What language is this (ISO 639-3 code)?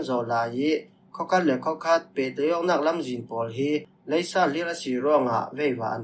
cfm